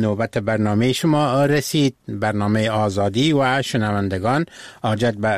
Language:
Persian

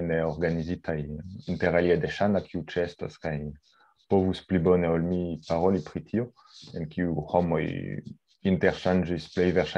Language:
Esperanto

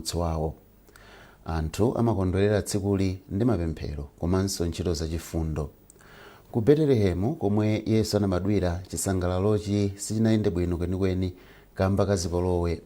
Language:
Nyanja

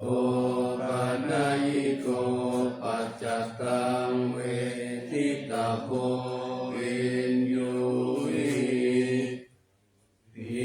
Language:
Pali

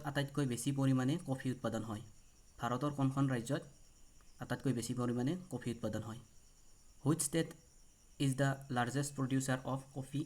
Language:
Assamese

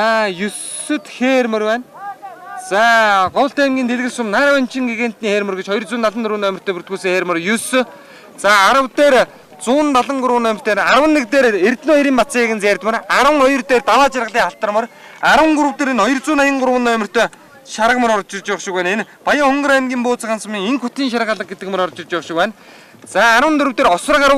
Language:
Mongolian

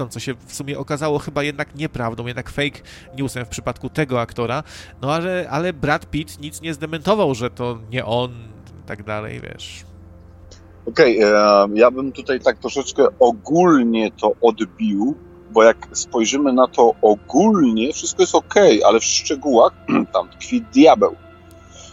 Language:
Polish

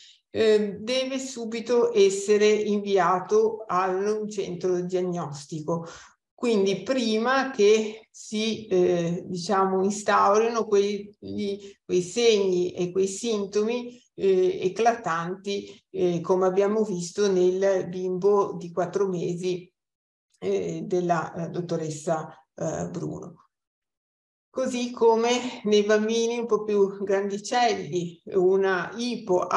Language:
Italian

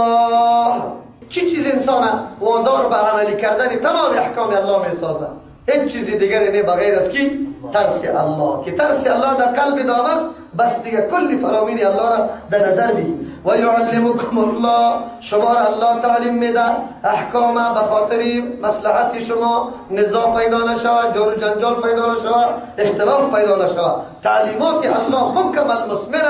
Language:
Persian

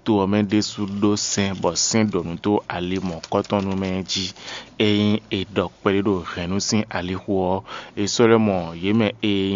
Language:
Fon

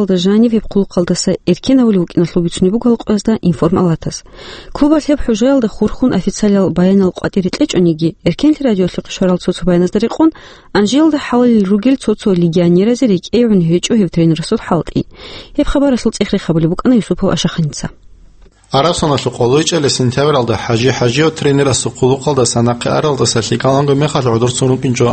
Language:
Avaric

